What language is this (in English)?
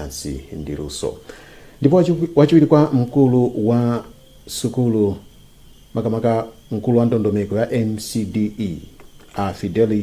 Nyanja